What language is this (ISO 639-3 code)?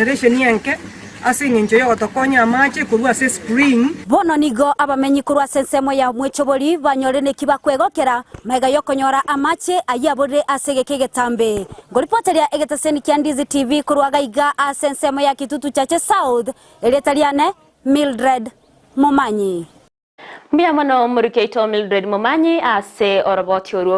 guz